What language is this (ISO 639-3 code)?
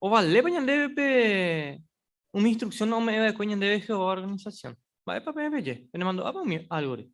grn